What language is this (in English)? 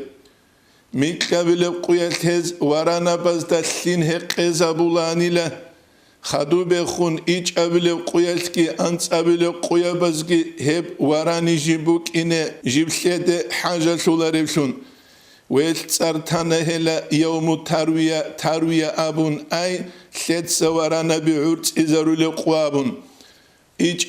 Avaric